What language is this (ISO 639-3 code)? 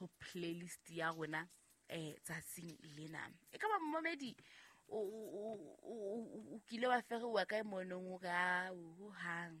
sot